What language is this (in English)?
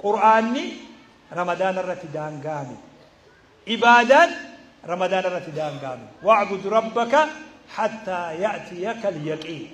Oromo